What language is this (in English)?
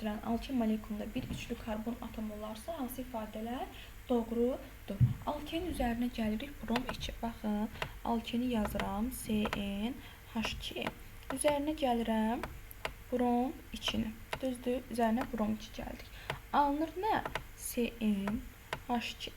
Azerbaijani